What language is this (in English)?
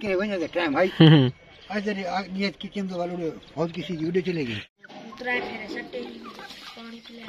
Saraiki